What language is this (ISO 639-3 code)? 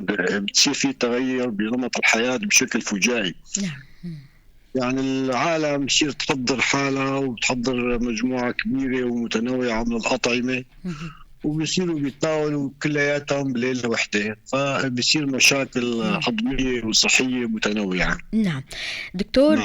apc